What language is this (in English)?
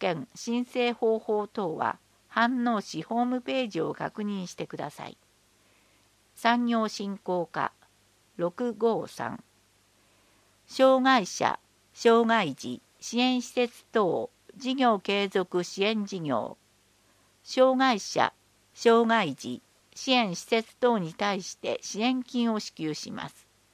Japanese